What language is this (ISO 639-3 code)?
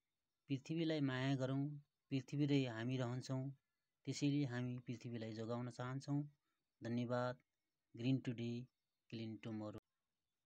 nep